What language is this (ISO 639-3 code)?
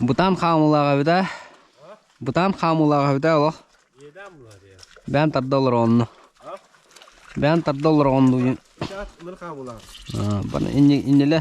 sah